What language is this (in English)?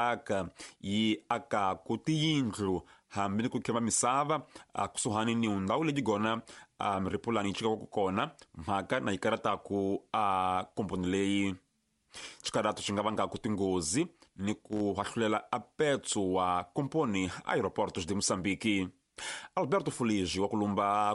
Tsonga